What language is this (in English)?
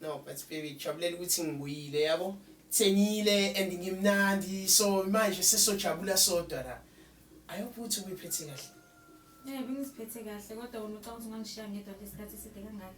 Zulu